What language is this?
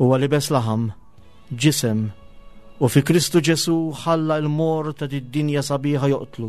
Maltese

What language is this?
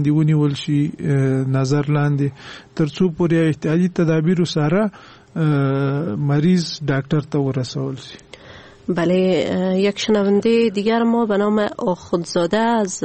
Persian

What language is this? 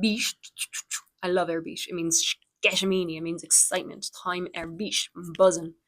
Irish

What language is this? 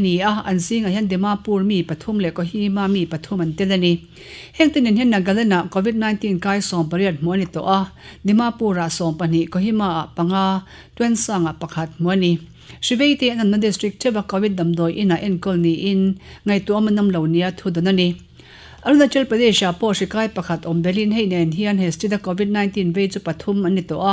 Mizo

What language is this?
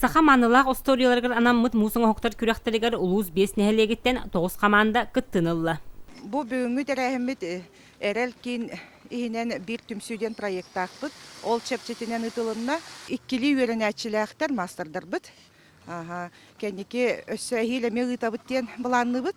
Yakut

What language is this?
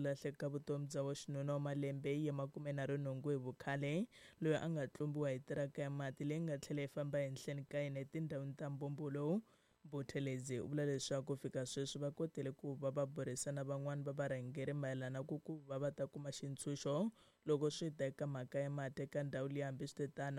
Tsonga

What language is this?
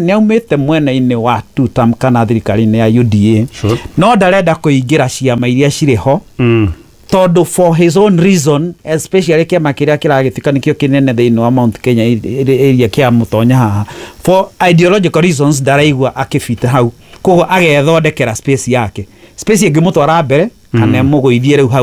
Kikuyu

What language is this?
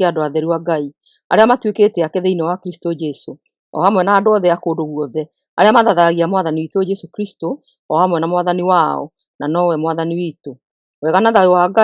Kikuyu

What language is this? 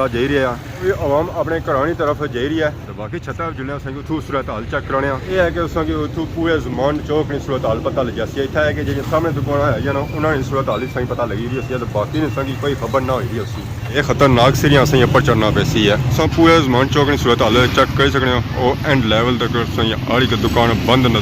Pahari-Potwari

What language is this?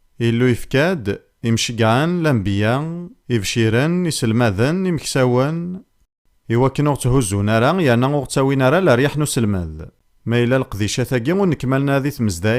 Kabyle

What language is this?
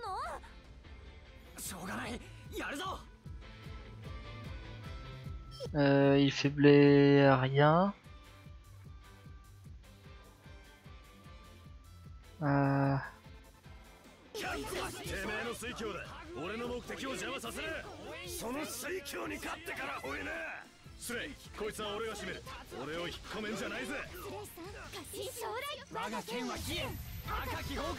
Japanese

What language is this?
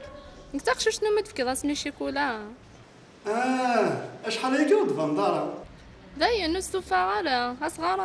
Kabyle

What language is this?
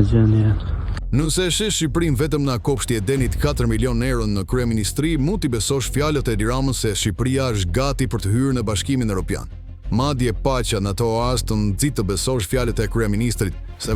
Albanian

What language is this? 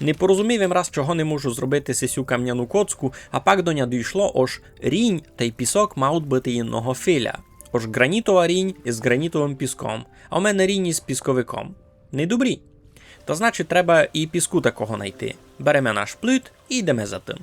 Rusyn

